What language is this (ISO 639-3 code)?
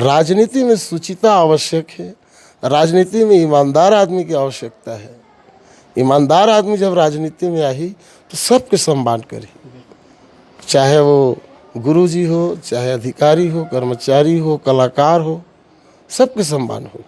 hne